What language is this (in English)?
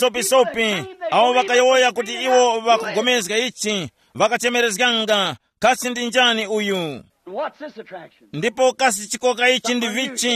Tumbuka